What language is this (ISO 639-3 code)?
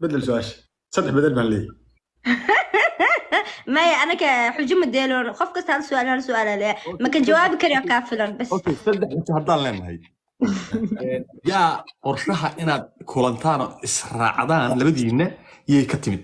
som